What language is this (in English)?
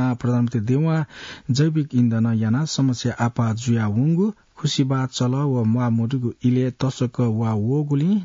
Newari